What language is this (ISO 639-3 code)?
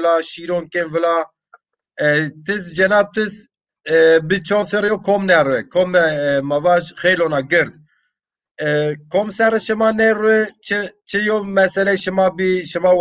zza